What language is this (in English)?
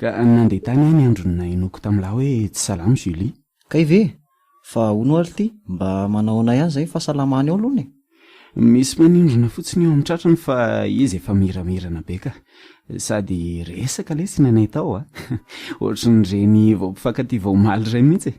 Malagasy